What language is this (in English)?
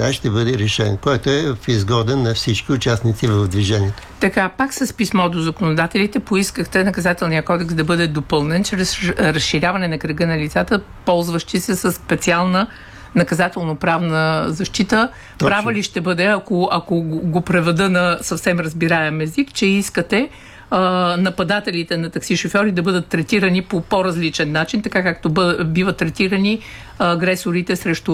Bulgarian